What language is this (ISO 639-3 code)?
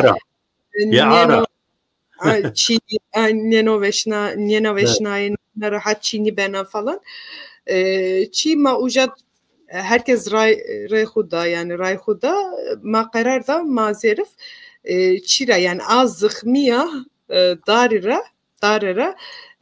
zza